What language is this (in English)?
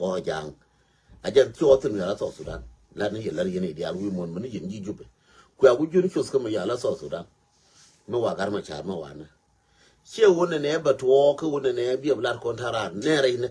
Nuer